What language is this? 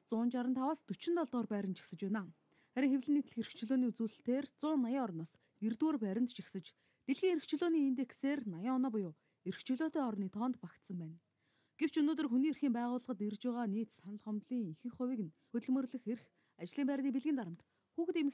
Mongolian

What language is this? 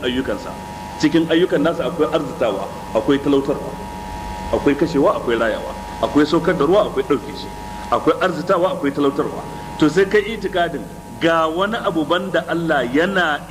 Hausa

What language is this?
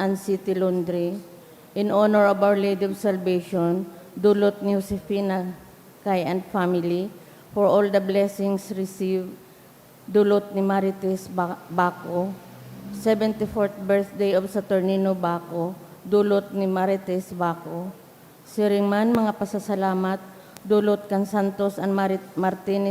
Bikol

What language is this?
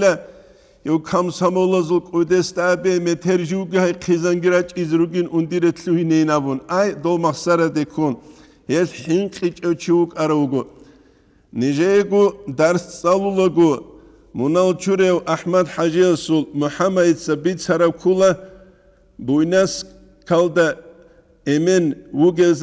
Avaric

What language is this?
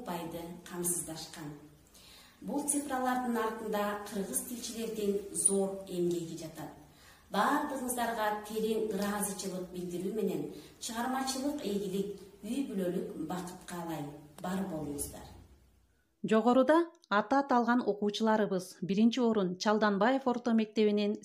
Kyrgyz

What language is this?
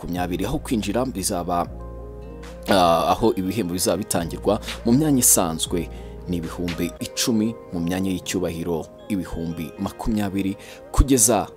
Kinyarwanda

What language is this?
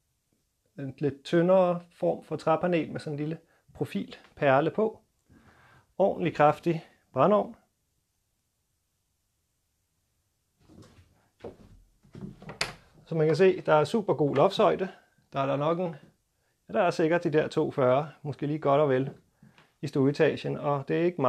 Danish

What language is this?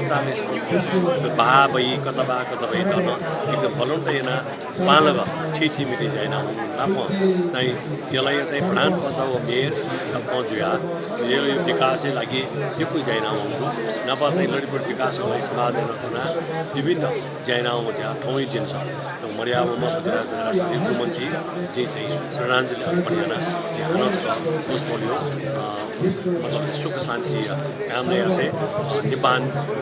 Newari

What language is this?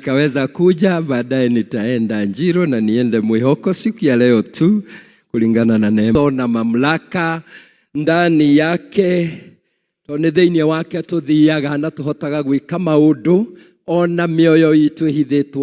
Kikuyu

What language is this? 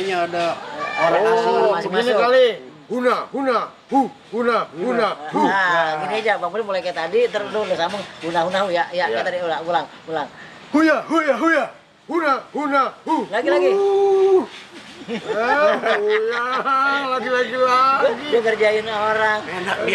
Betawi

